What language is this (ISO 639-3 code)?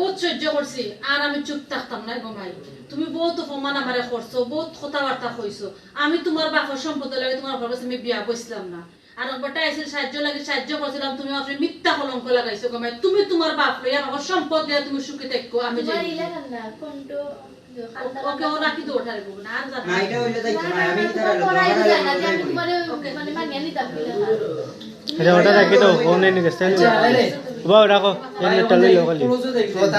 syl